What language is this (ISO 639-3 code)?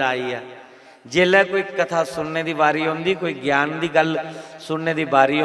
doi